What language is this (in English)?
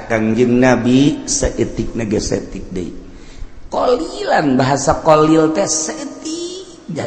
Sundanese